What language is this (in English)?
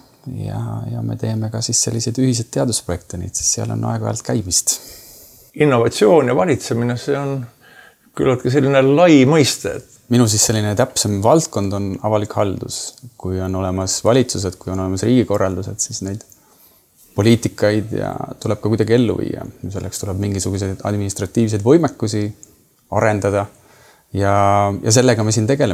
Estonian